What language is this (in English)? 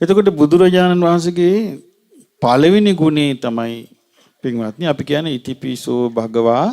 Sinhala